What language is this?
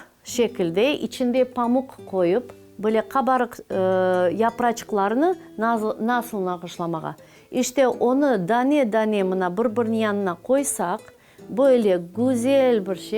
Crimean Tatar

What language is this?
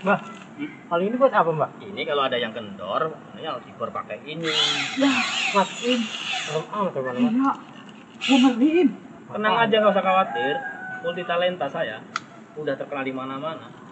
Betawi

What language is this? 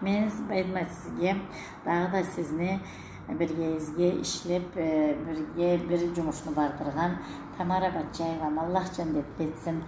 Karachay-Balkar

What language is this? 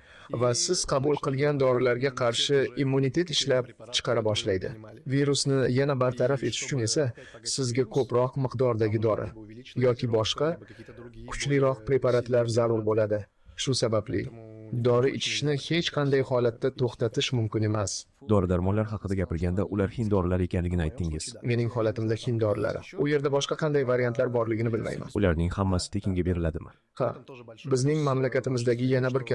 Uzbek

